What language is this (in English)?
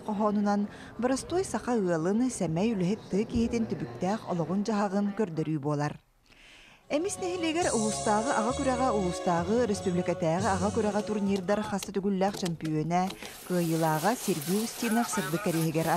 Yakut